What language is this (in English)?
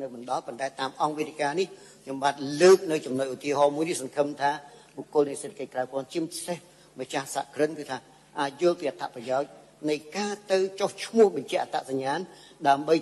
Khmer